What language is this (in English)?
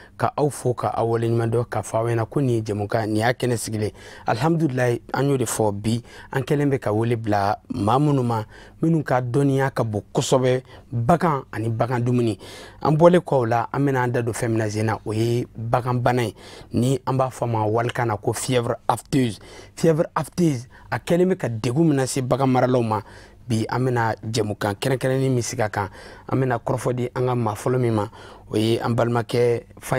Bambara